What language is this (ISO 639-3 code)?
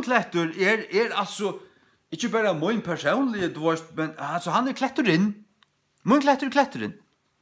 fao